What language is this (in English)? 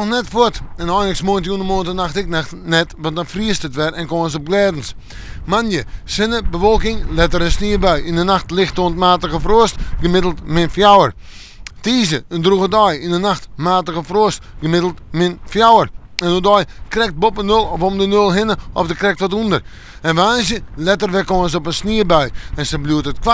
Western Frisian